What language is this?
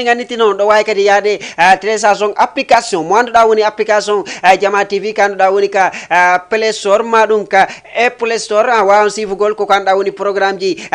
Fula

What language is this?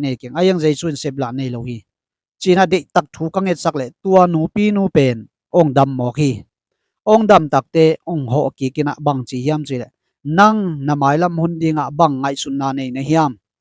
Tedim Chin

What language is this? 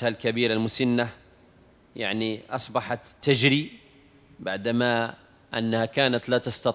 Moroccan Arabic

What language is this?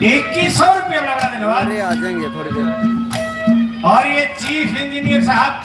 Haryanvi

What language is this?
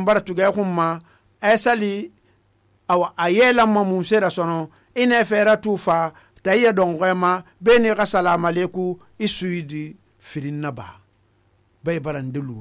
Susu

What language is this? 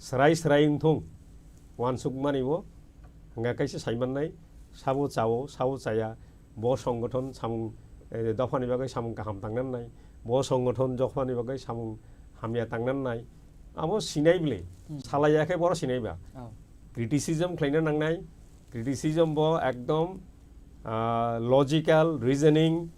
Kok Borok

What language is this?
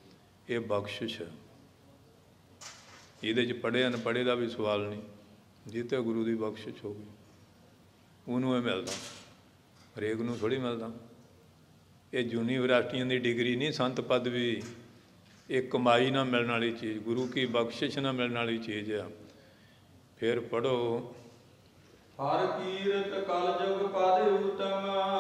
Punjabi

